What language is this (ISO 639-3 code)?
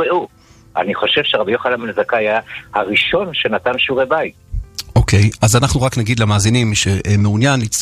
heb